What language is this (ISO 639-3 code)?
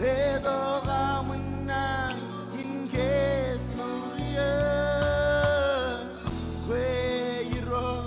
mah